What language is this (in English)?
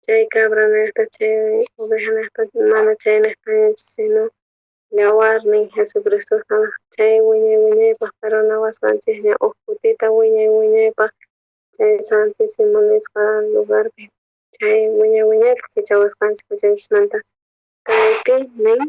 South Bolivian Quechua